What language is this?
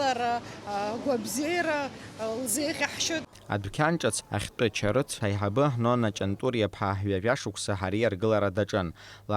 Abkhazian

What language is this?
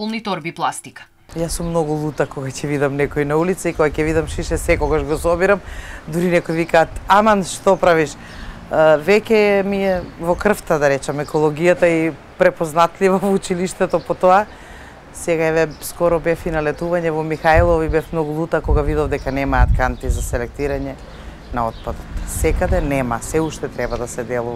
Macedonian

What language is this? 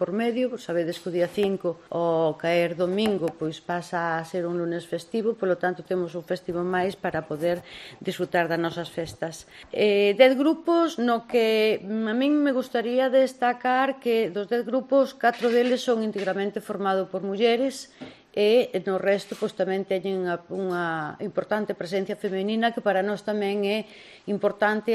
Galician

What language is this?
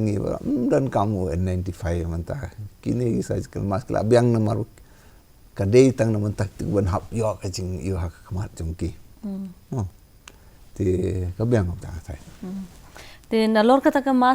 Khasi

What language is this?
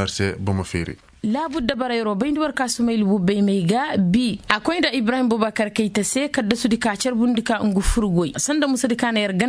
Koyraboro Senni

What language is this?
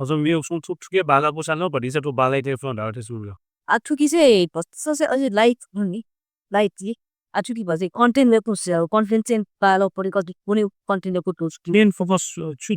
Newari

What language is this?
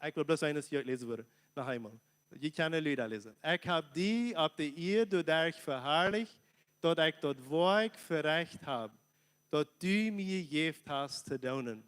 Plautdietsch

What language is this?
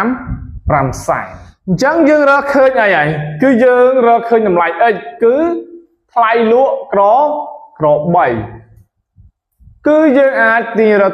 Khmer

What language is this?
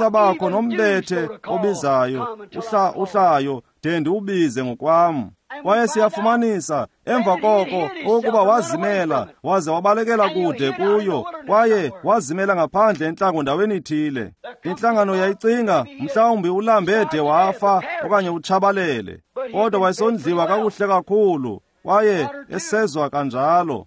Xhosa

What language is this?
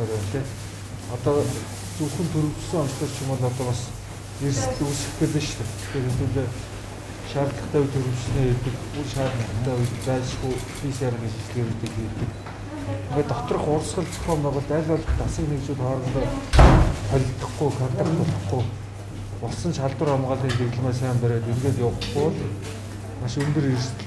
Mongolian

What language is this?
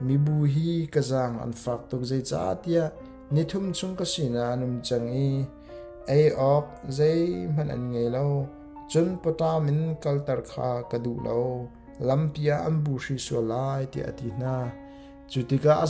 Hakha Chin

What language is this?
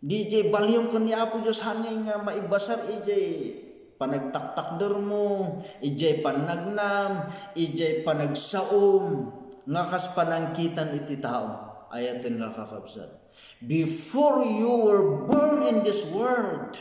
Iloko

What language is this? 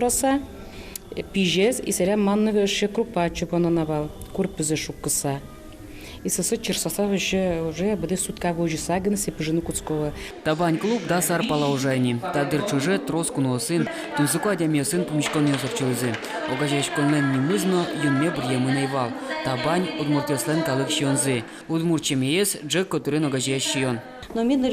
Udmurt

